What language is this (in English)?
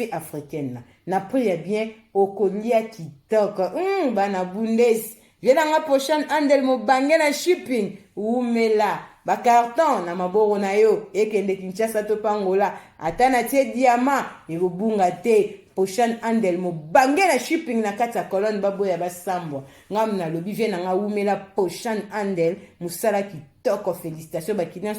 Lingala